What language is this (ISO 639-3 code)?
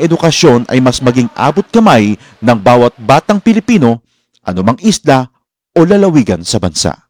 fil